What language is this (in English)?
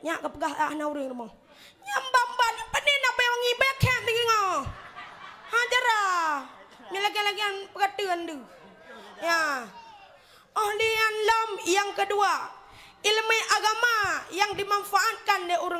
Achinese